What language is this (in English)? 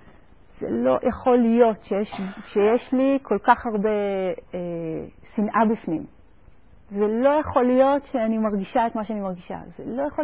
Hebrew